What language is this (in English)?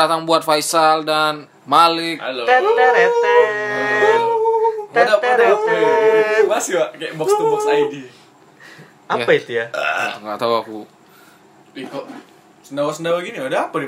Indonesian